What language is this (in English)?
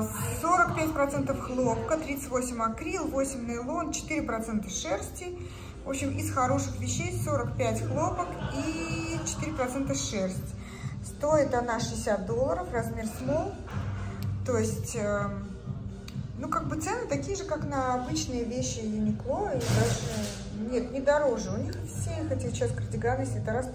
Russian